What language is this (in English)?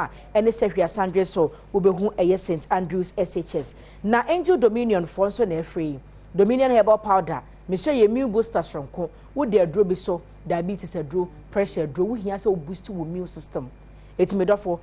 Akan